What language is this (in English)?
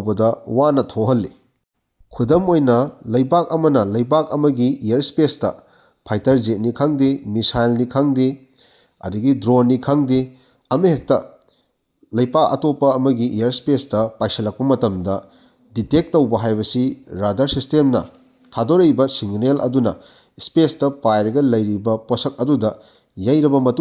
Manipuri